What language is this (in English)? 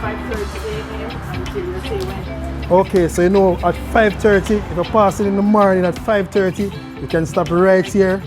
Jamaican Creole English